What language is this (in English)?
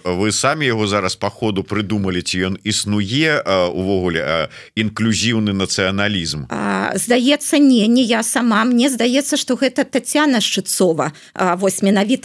Belarusian